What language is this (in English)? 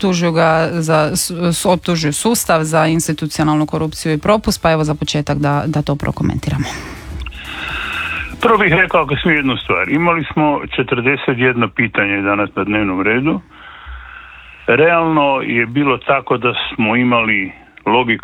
Croatian